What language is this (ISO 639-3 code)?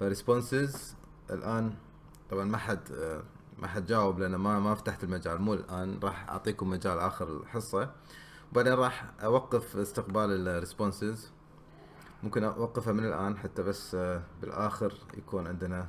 afb